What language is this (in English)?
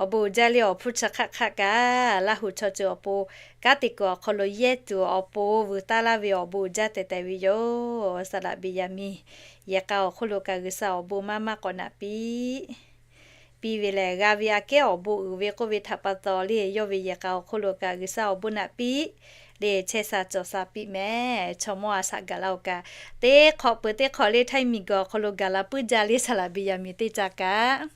Lahu